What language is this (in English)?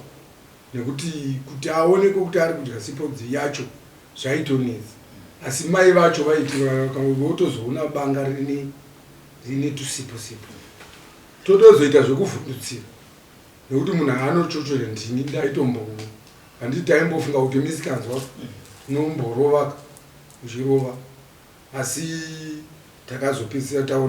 Shona